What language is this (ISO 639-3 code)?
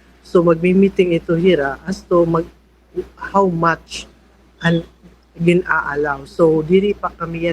war